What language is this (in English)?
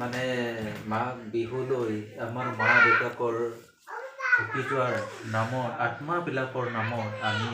Assamese